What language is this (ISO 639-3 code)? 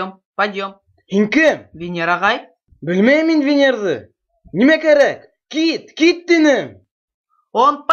bak